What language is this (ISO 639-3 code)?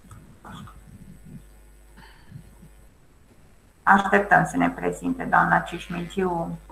ron